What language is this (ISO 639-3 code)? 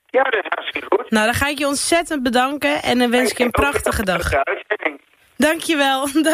nld